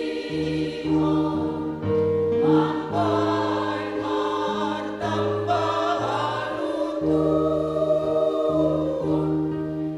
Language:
Batak Simalungun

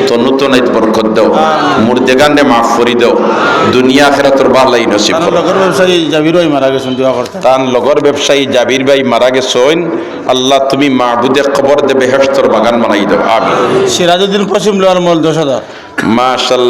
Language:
Sylheti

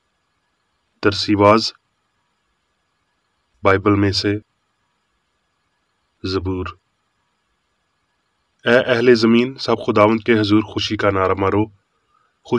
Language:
Urdu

